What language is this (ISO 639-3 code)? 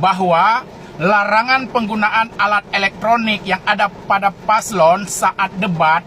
ace